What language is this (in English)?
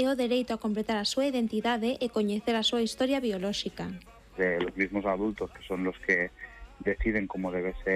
Galician